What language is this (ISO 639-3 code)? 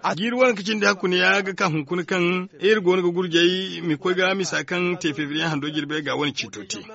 dje